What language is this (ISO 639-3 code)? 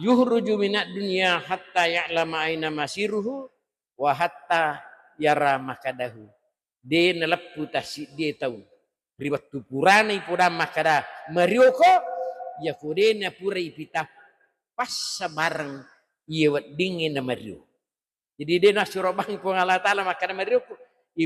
bug